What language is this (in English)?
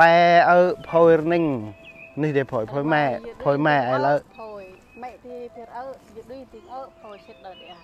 Central Mnong